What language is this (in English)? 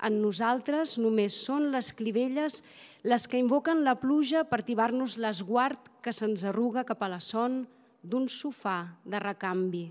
Catalan